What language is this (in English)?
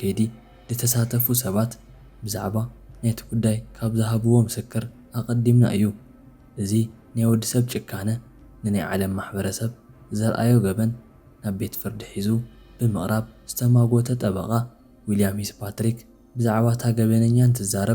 Tigrinya